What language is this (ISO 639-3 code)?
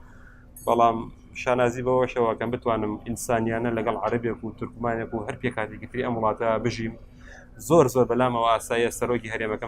ckb